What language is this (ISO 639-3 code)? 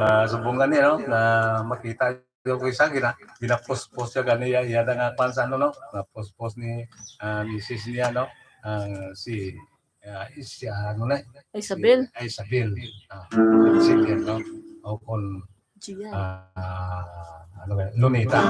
hil